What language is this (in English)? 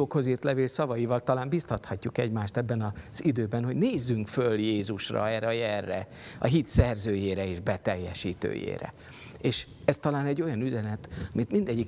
Hungarian